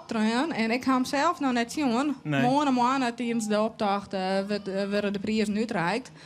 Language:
Western Frisian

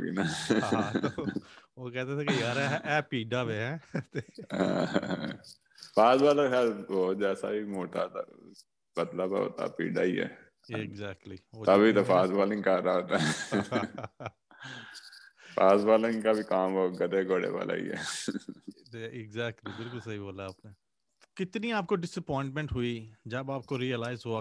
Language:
Urdu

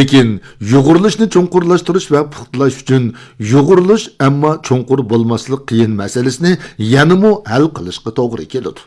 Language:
Uyghur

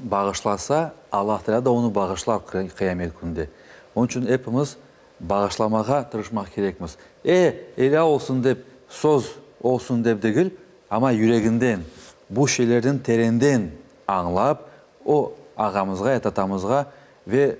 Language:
Crimean Tatar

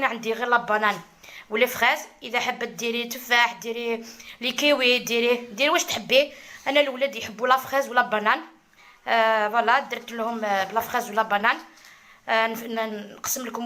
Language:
Algerian Arabic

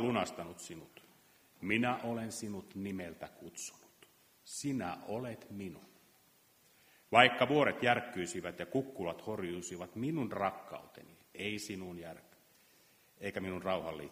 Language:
Finnish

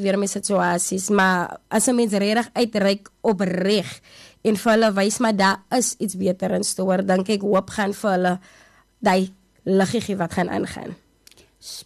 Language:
Afrikaans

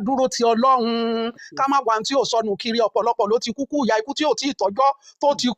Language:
Yoruba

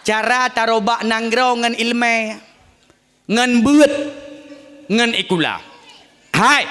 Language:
Achinese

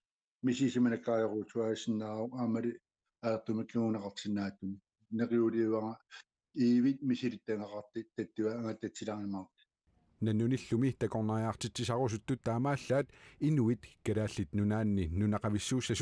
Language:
Kalaallisut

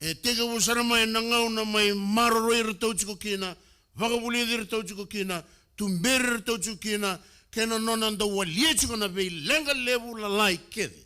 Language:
Fijian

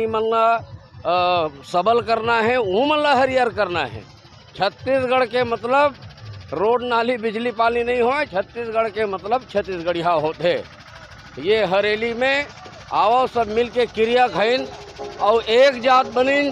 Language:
Chhattisgarhi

